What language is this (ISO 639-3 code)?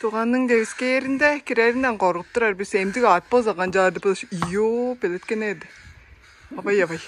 tyv